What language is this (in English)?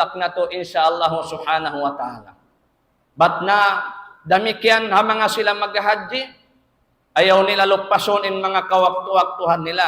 Tausug